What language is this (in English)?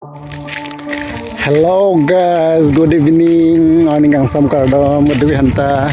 Karbi